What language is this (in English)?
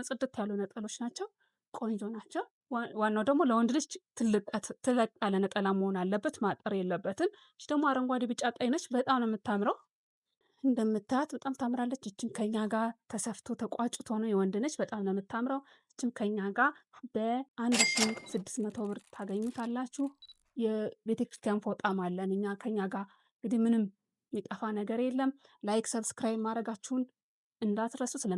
Amharic